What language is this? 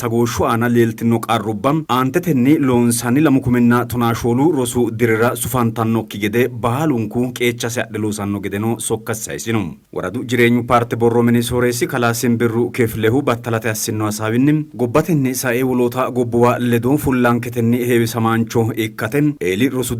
Sidamo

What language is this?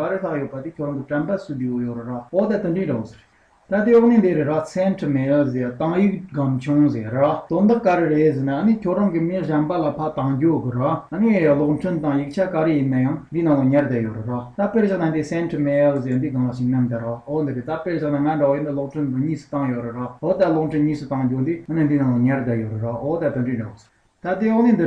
Tibetan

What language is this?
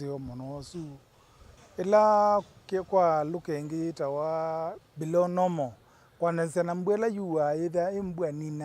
Kamba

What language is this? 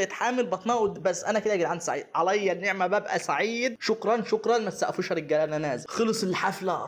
Egyptian Arabic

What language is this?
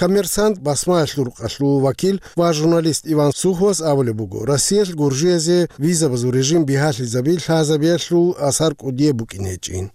Avaric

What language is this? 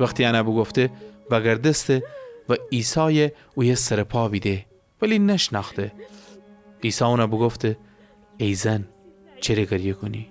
Gilaki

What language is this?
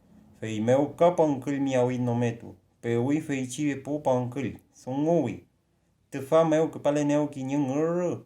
Mapuche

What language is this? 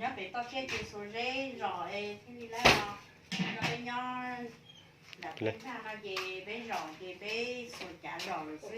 Hmong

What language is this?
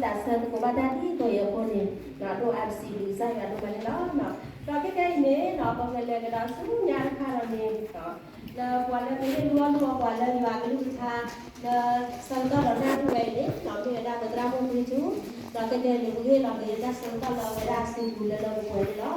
S'gaw Karen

